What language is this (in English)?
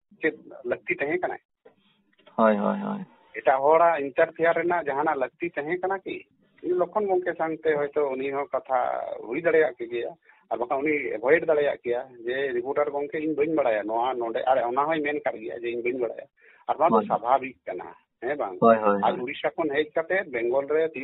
Santali